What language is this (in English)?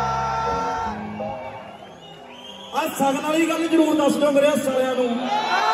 Punjabi